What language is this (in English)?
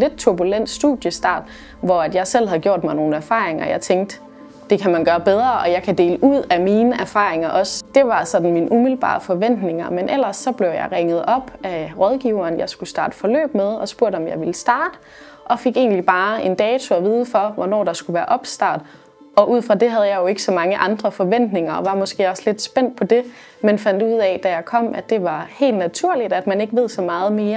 Danish